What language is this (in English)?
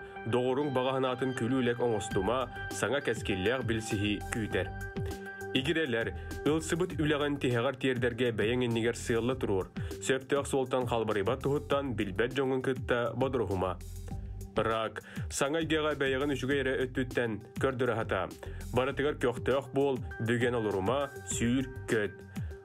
Yakut